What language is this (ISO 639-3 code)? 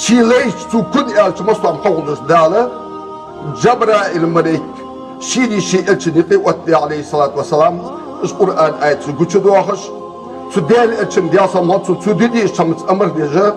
inh